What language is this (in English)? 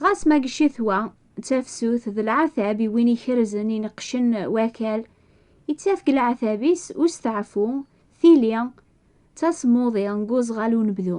Kabyle